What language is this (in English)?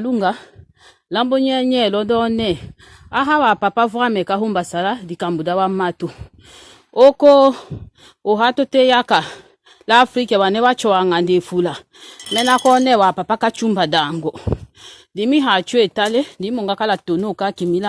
Tetela